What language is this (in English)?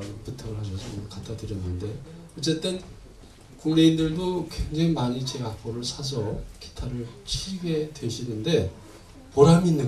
Korean